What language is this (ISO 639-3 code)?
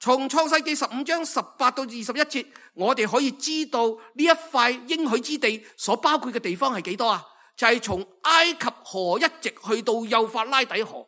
yue